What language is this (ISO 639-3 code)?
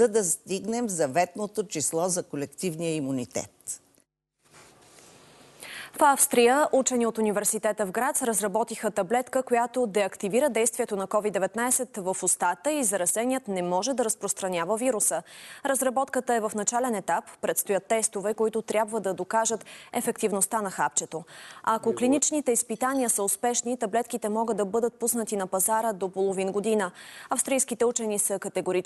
bul